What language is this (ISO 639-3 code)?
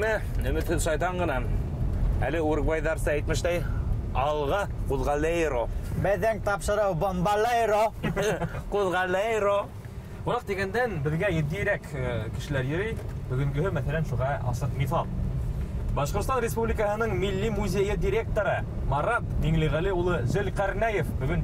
bak